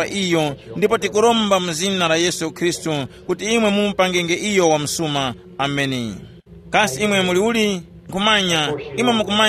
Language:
Tumbuka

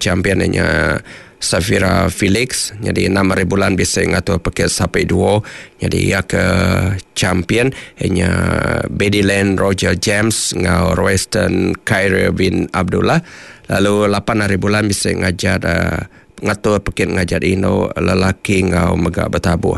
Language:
Iban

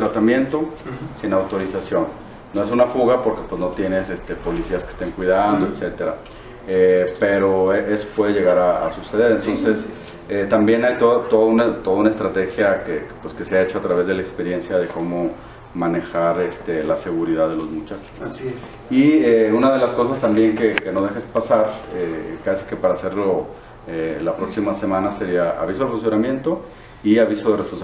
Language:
Spanish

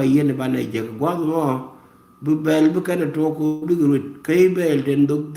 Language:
Nuer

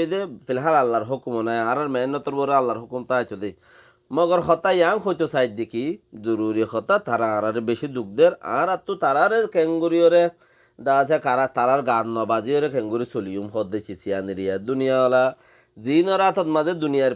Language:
Rohingya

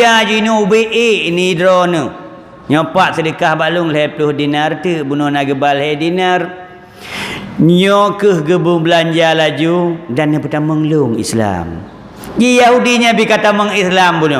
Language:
Achinese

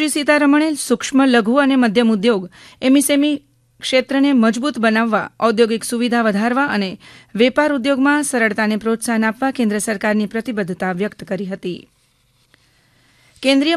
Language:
Gujarati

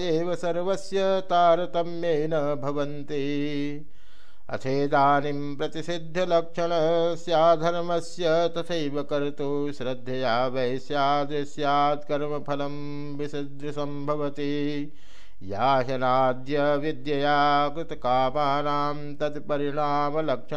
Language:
Sanskrit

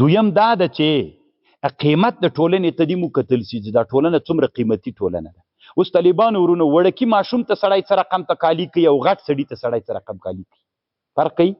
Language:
Pashto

